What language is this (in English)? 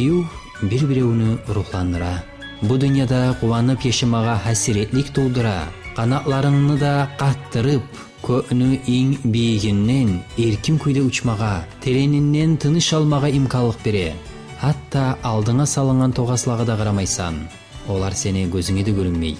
Kumyk